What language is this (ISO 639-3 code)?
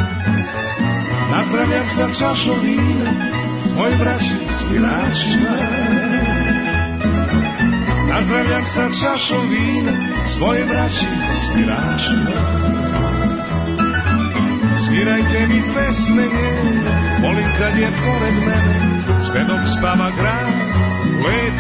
srp